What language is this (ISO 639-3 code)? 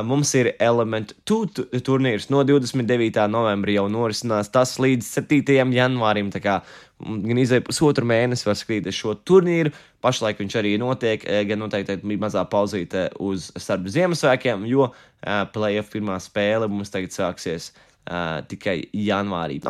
lav